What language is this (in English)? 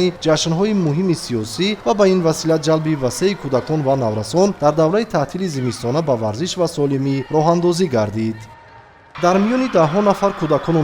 Tajik